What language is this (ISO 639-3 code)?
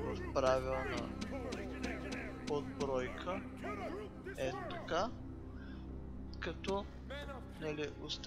bul